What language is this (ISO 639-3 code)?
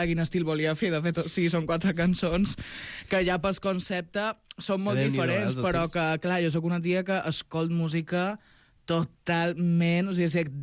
cat